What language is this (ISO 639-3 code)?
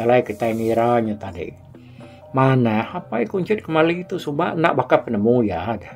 iba